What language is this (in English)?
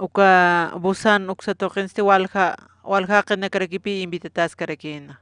Aymara